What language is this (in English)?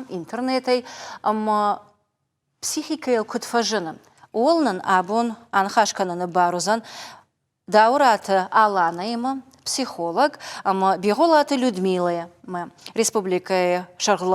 Ossetic